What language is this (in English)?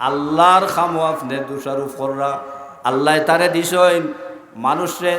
Sylheti